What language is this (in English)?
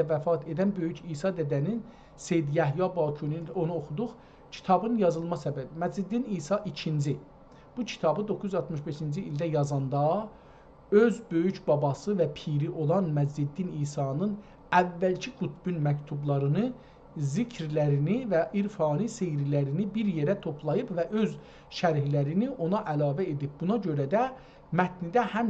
South Azerbaijani